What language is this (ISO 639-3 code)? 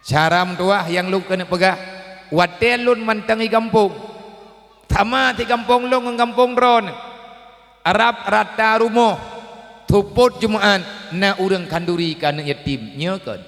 ace